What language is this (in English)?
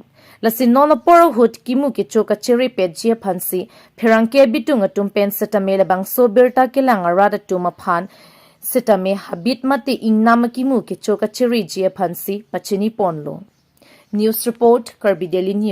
Karbi